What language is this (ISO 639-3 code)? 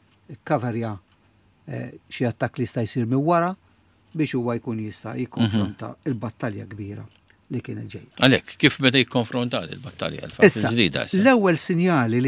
mlt